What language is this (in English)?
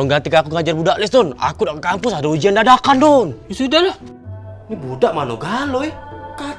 Musi